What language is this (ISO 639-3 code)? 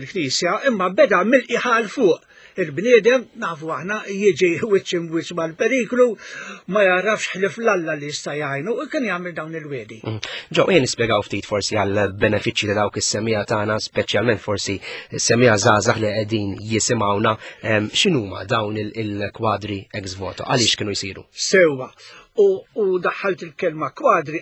mlt